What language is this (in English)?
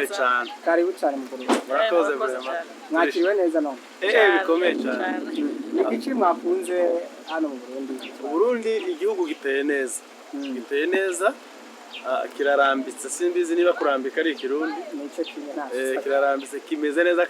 Rundi